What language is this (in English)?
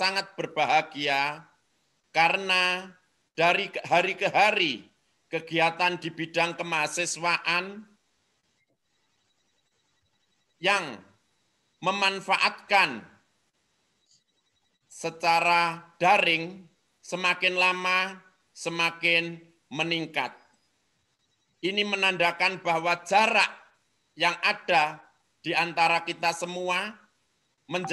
Indonesian